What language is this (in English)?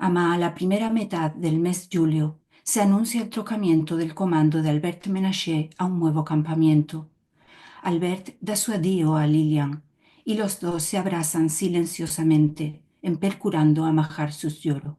Ladino